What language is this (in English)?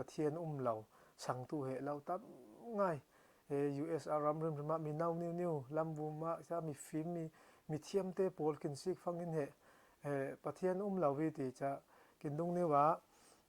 Falam Chin